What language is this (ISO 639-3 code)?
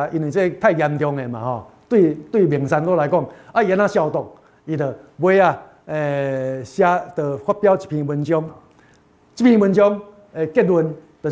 nan